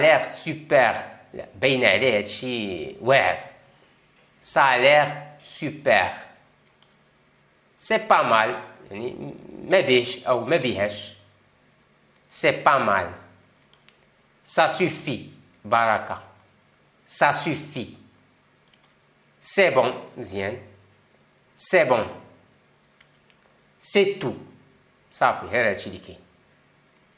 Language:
Moroccan Arabic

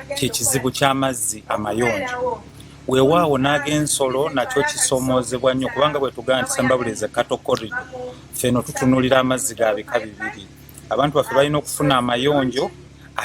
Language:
Ganda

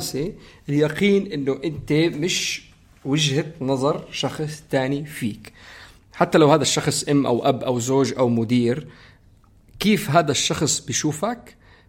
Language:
North Levantine Arabic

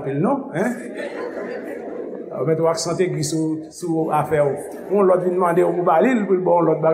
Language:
Haitian Creole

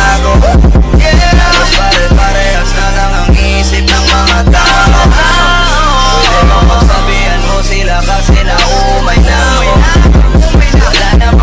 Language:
Filipino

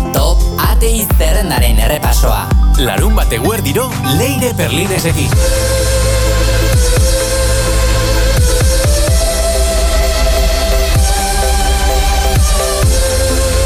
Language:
Basque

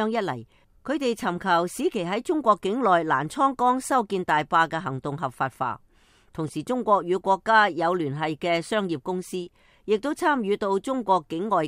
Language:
Cantonese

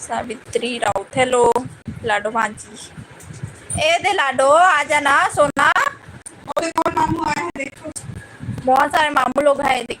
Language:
Chhattisgarhi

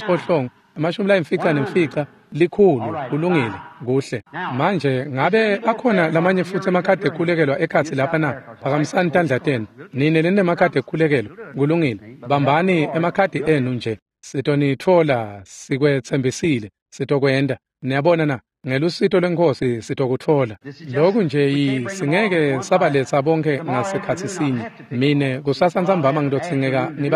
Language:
Swati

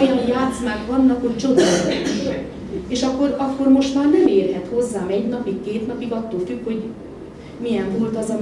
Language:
Hungarian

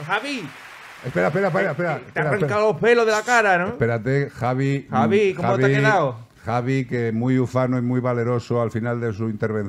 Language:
Spanish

